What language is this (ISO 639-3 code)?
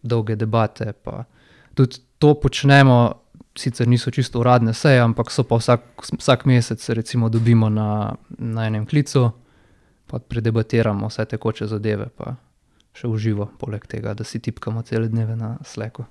slv